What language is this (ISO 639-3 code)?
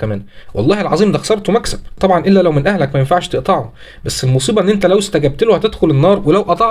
arz